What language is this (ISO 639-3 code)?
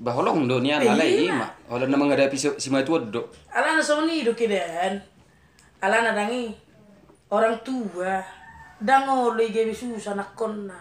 bbc